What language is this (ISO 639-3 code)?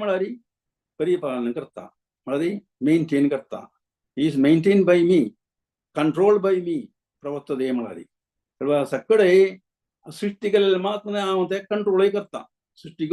kok